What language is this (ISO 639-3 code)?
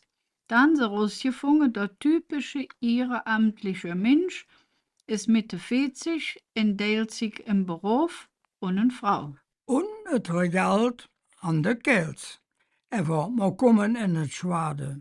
ksh